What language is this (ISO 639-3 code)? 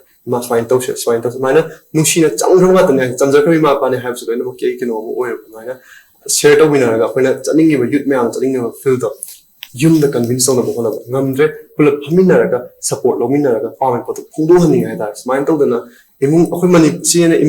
mni